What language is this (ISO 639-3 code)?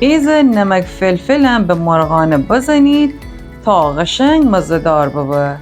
glk